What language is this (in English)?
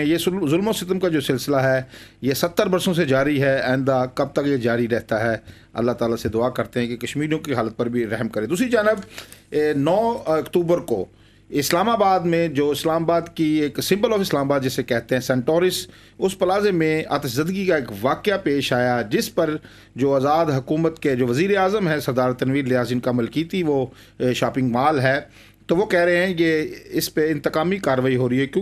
Urdu